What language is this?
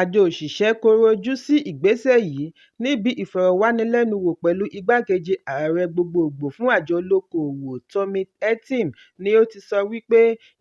Yoruba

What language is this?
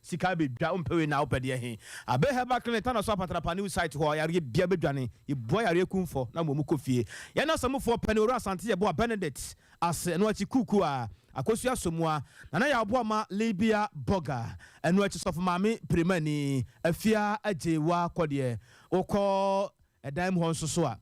Akan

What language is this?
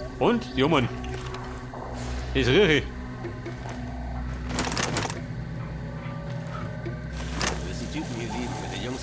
German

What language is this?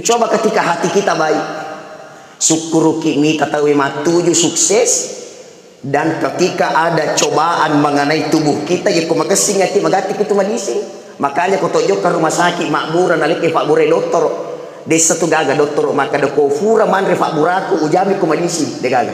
Buginese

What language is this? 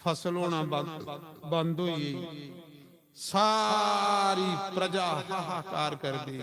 Dogri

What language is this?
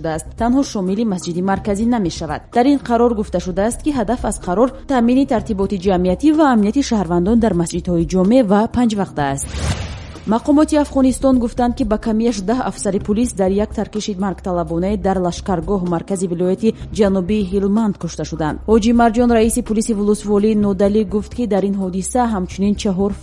Tajik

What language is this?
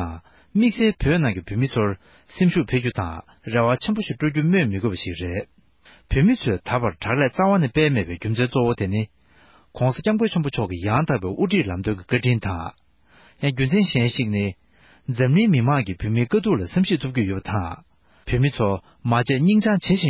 Tibetan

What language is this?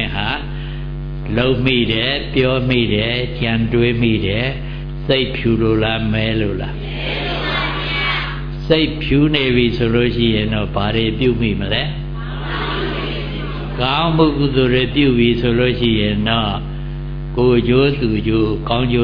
Burmese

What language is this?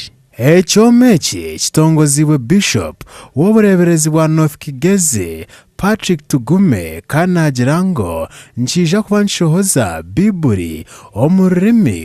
Nyankole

